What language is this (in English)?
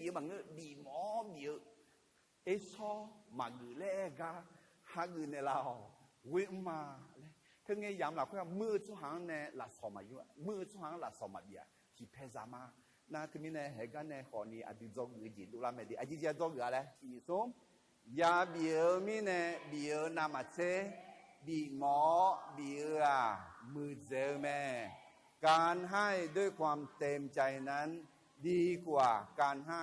Akha